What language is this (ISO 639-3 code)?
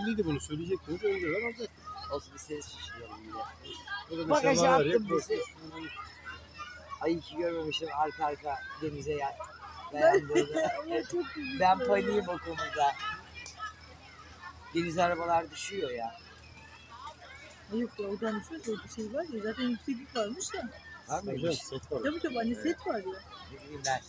tur